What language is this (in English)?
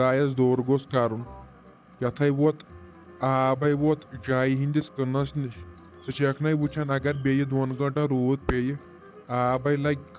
Kashmiri